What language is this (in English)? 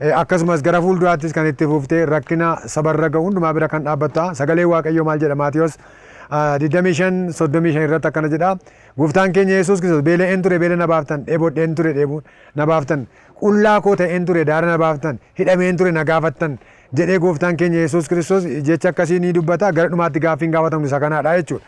Oromo